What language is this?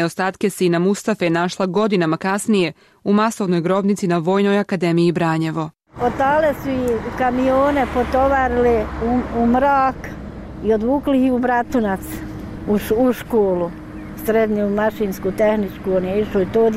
Bosnian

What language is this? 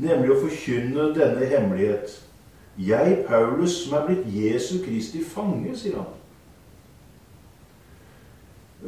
Norwegian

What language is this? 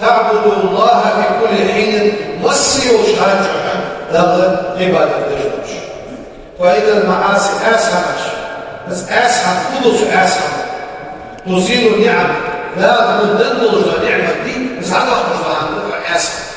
Ingush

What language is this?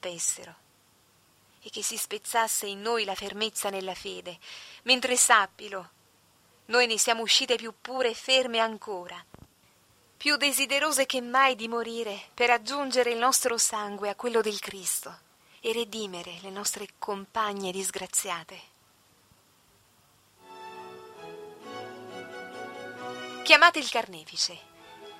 Italian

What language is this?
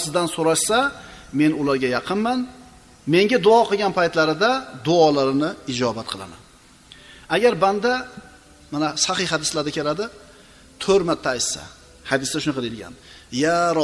Uzbek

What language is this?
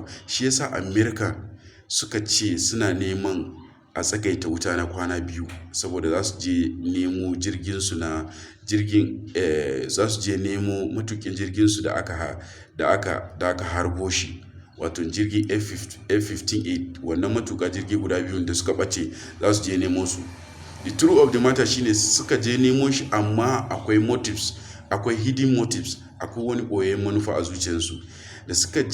Hausa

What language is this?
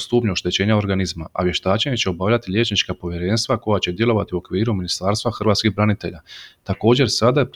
Croatian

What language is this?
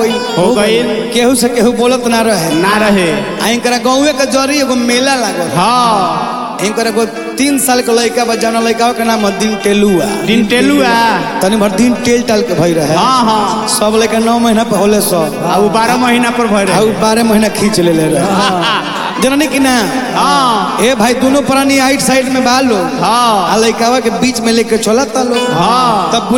Bhojpuri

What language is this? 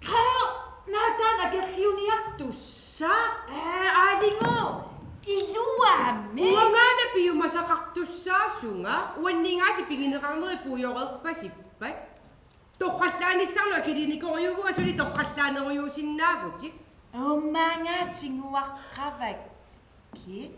Kalaallisut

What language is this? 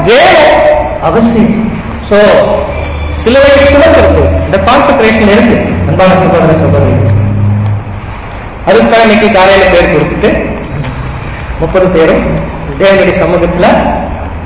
Tamil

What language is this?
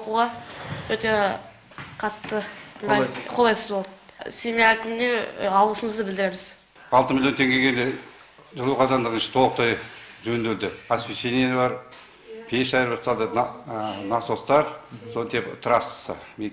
Kazakh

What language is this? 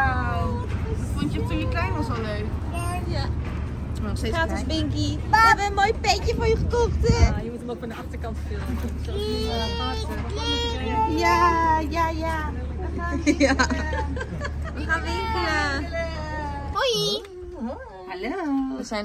Dutch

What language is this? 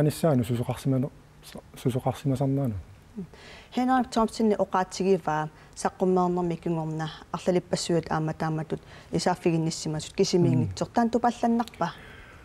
Kalaallisut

